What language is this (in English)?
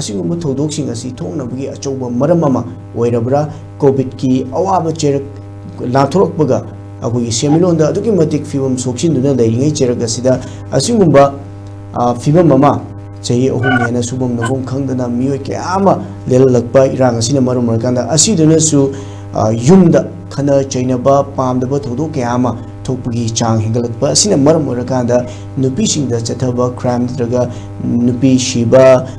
Manipuri